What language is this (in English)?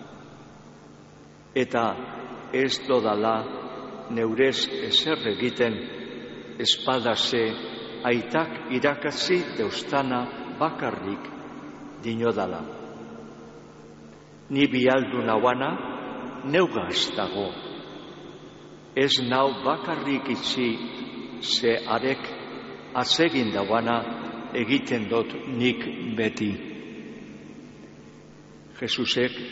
Basque